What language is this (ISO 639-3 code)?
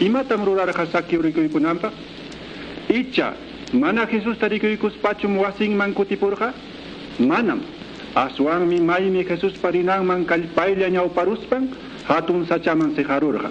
que